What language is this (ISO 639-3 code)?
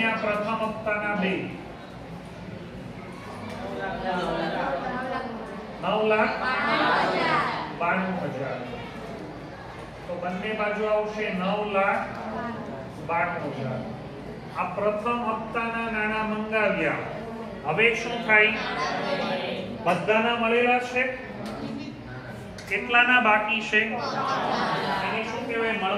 guj